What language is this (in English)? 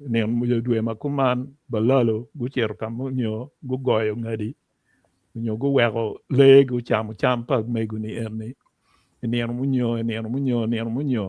Acoli